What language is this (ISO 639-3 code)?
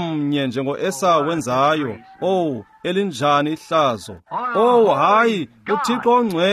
xho